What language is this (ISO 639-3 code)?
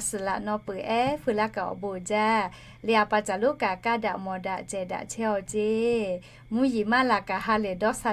lhu